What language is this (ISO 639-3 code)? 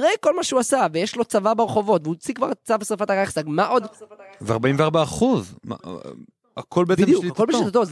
heb